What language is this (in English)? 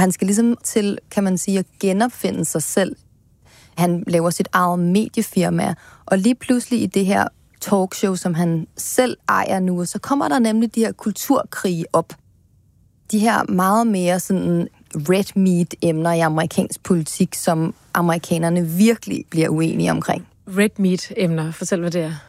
Danish